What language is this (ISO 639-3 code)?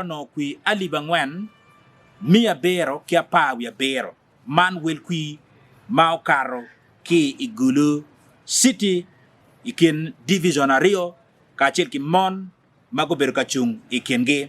ach